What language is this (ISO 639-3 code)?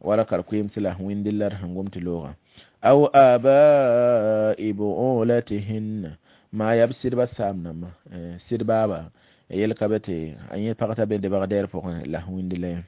mos